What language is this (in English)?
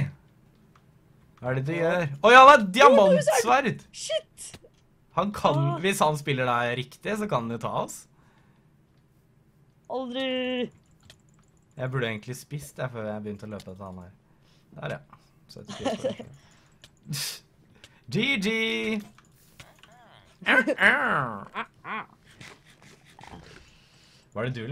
Norwegian